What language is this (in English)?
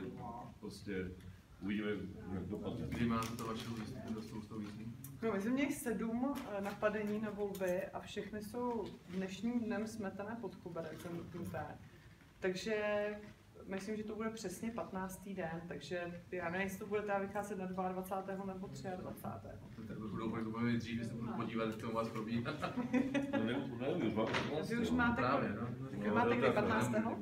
Czech